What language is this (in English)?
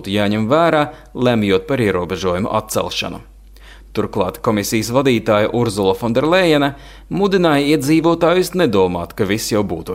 Latvian